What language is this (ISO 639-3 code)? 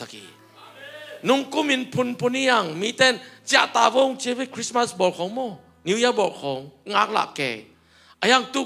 ctd